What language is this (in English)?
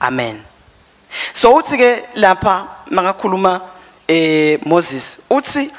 Swati